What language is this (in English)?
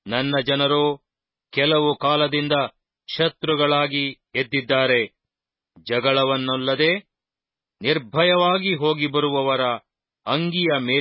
Kannada